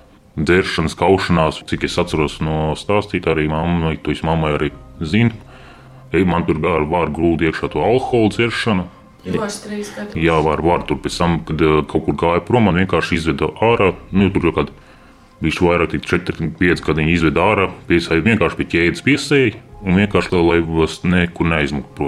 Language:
Latvian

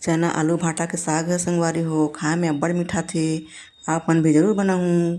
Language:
Chhattisgarhi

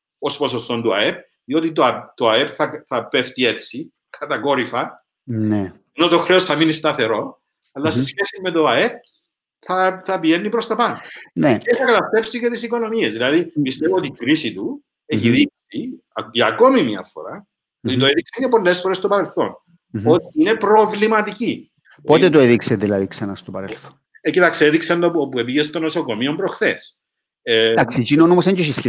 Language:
Greek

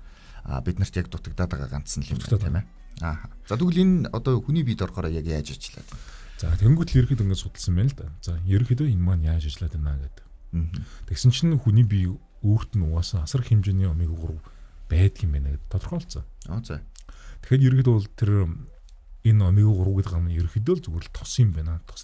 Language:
Mongolian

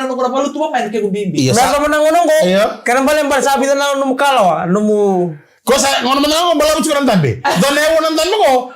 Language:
Fijian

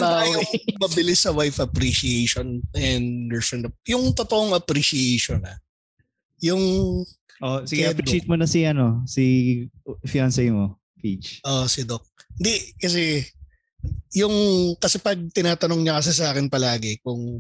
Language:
Filipino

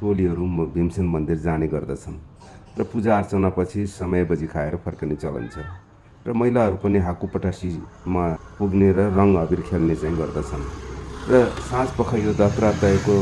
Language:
Nepali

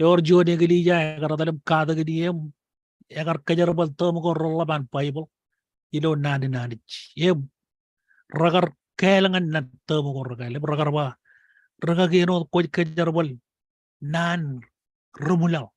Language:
Marshallese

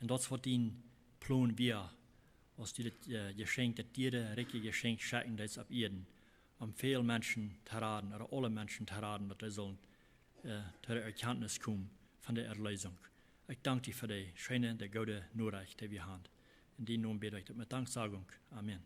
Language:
Plautdietsch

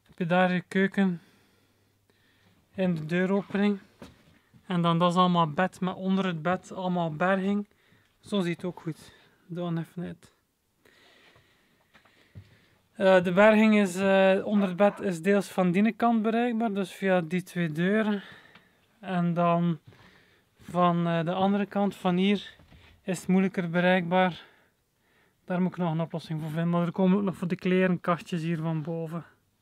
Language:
Dutch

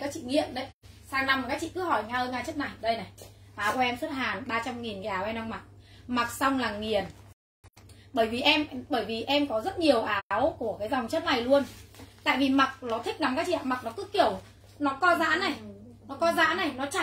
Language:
Vietnamese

